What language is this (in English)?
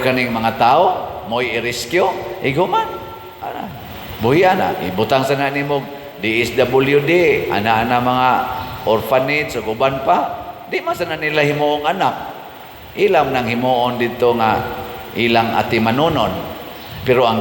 Cebuano